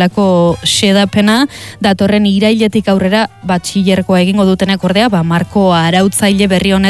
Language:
Basque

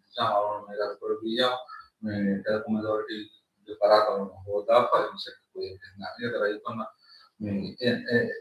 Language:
Divehi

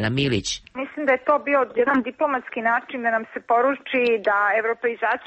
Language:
Serbian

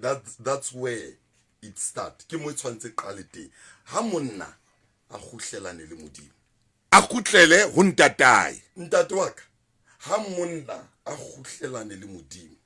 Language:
Southern Sotho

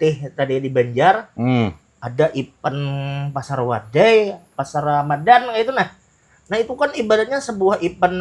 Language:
Banjar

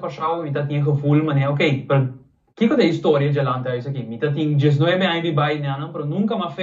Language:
Papiamento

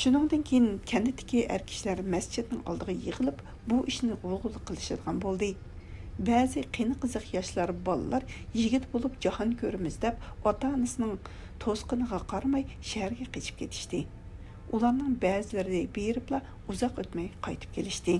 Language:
Uyghur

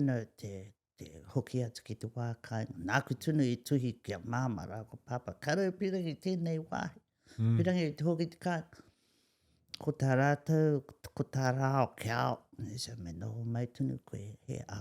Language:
Māori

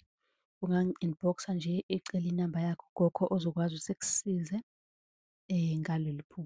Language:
Zulu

